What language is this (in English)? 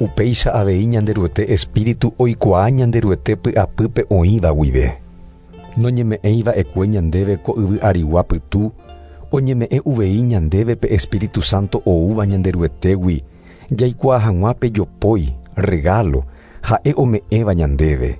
Guarani